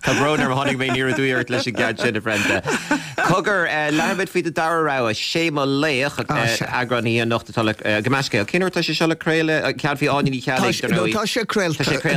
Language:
Irish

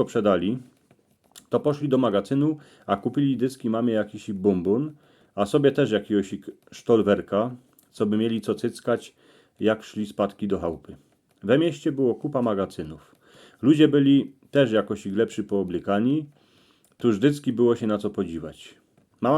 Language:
Silesian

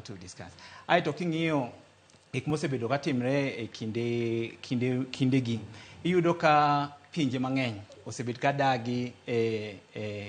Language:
Luo (Kenya and Tanzania)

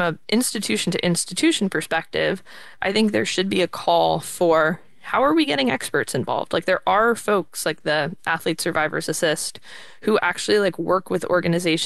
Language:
English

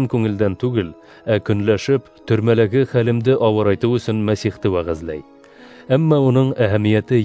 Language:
Bashkir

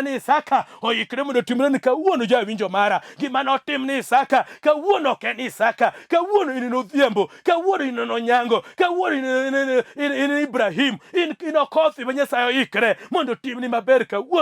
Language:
Luo (Kenya and Tanzania)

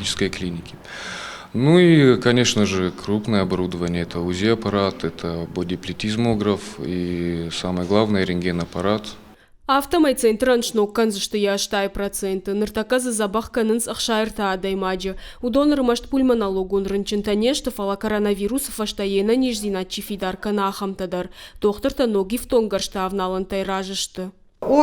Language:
Ossetic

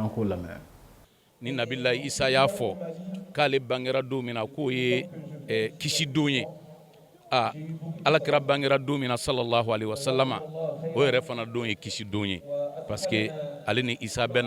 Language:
Bambara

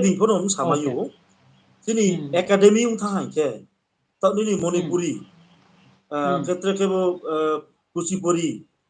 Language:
Riang (India)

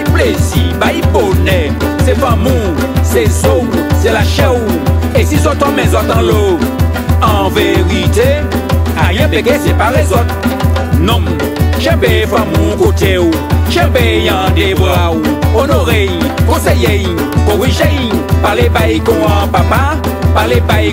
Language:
Guadeloupean Creole French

